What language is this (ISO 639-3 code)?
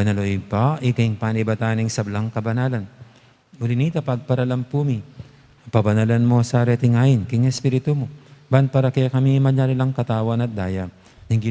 pam